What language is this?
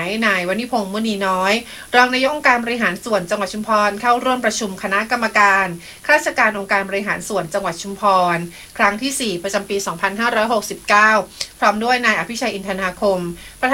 Thai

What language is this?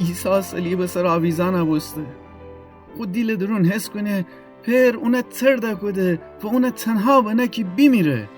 Gilaki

